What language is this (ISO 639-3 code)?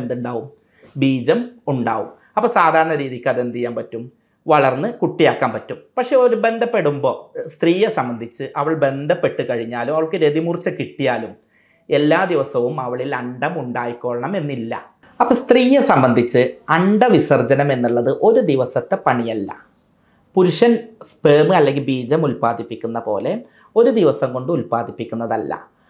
mal